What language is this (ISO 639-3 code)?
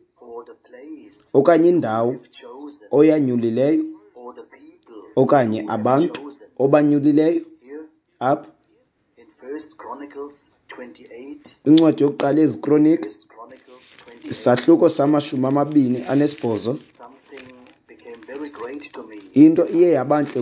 xho